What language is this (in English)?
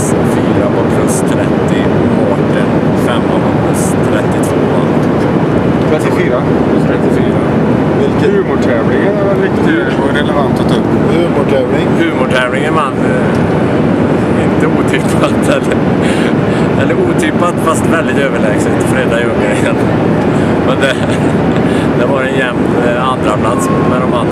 Swedish